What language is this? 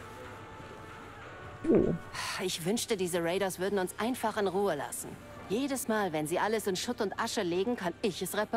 German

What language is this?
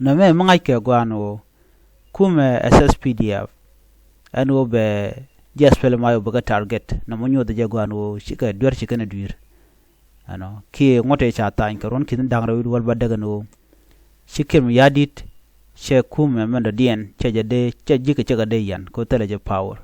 Nuer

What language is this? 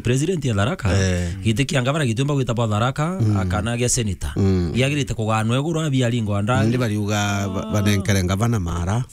Meru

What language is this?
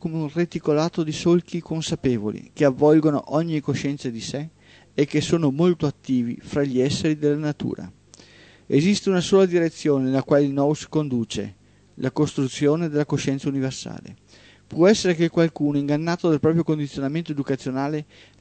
Italian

